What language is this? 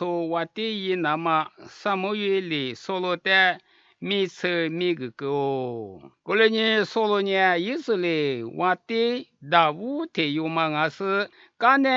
Lisu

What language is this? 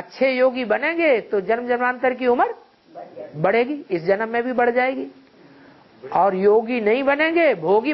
Hindi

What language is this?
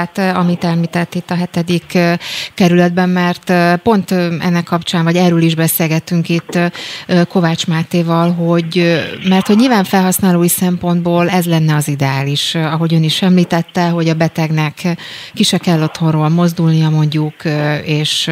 Hungarian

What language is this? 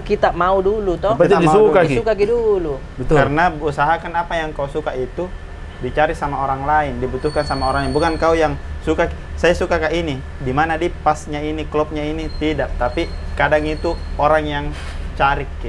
Makassar Malay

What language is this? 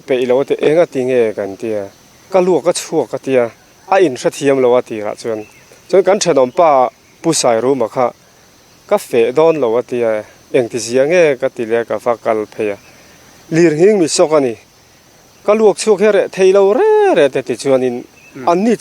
Mizo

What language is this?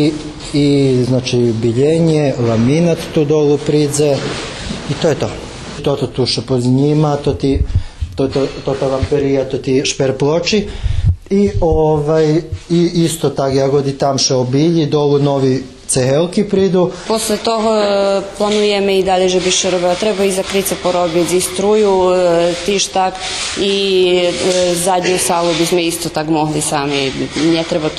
Rusyn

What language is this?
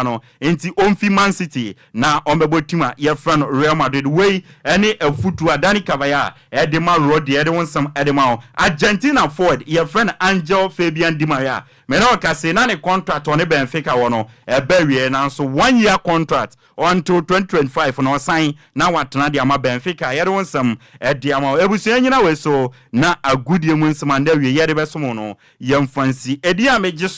Akan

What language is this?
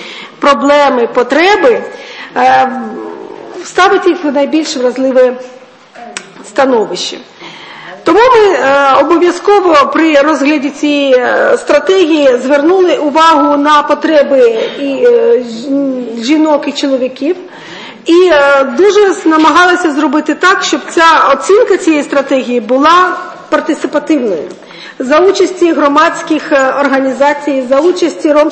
Ukrainian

